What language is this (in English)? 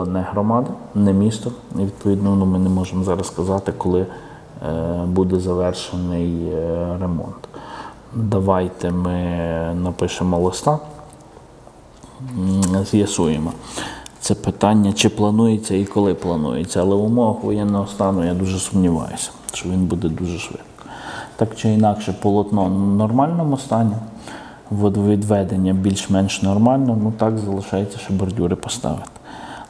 Ukrainian